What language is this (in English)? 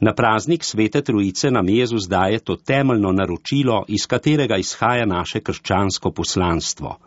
Slovenian